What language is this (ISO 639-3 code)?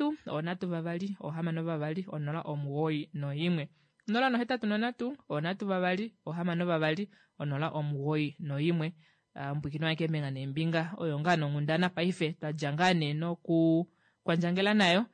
kua